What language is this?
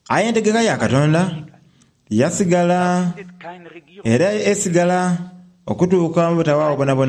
Soga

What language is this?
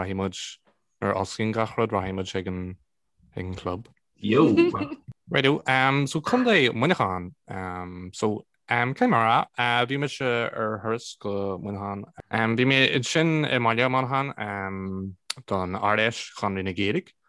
Irish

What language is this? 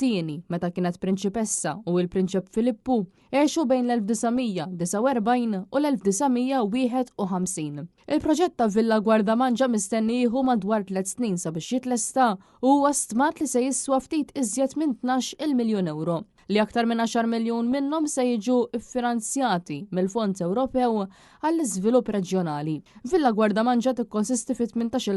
Maltese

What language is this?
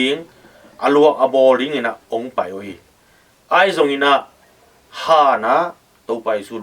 Tedim Chin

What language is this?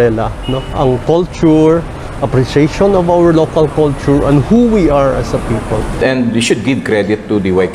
Kinaray-a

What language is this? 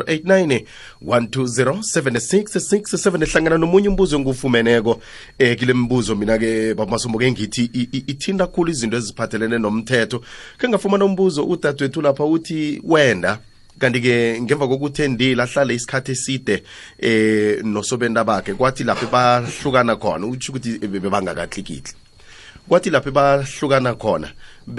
South Ndebele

